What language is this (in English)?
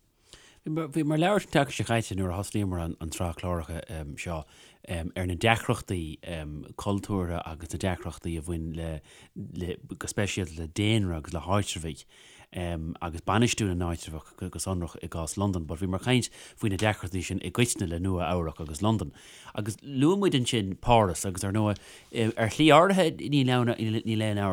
Irish